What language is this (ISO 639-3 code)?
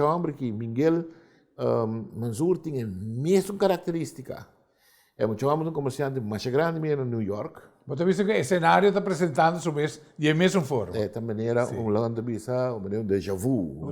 pap